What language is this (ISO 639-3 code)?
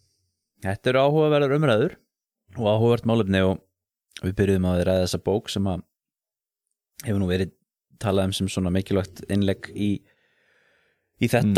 isl